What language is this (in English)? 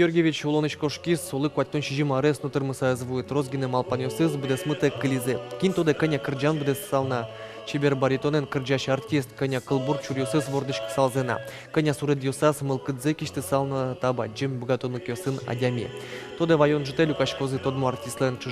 Udmurt